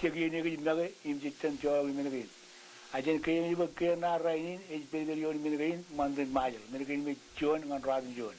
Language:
Marshallese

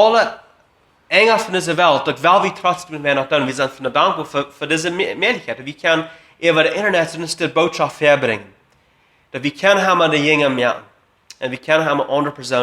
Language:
Plautdietsch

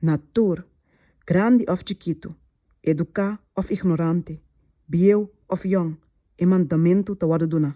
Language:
Papiamento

